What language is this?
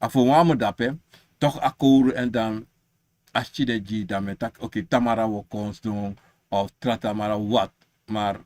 Sranan Tongo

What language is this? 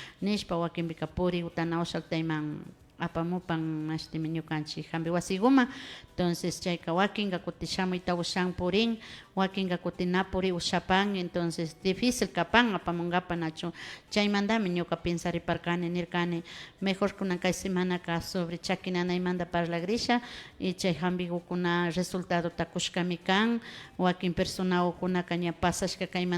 Imbabura Highland Quichua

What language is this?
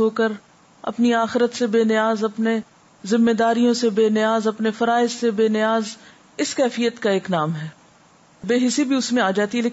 Urdu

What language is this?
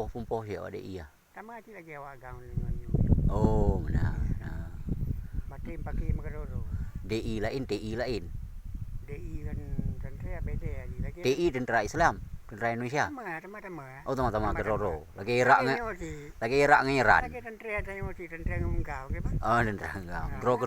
Achinese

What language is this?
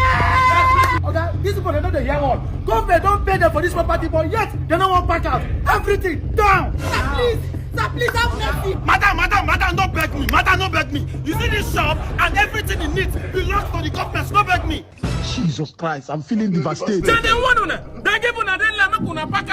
Nigerian Pidgin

